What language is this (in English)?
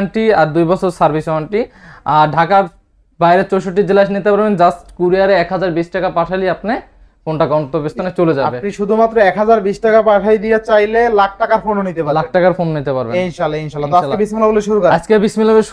Bangla